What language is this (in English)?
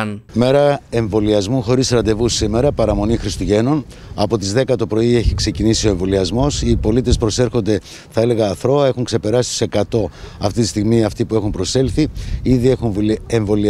Greek